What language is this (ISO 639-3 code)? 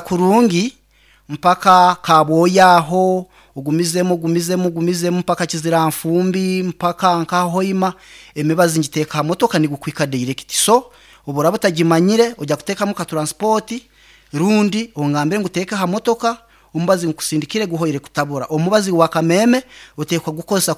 nyn